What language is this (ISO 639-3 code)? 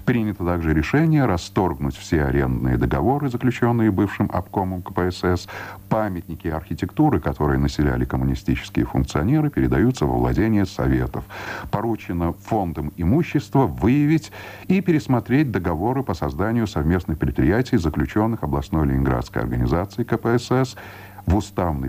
rus